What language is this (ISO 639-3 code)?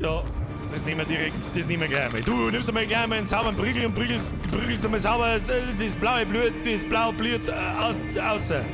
bar